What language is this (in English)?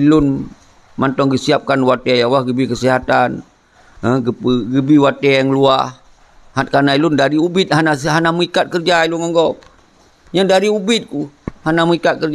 Achinese